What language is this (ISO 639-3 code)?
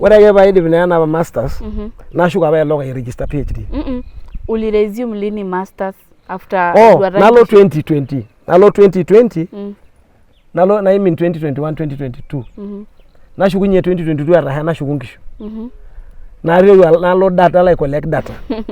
mas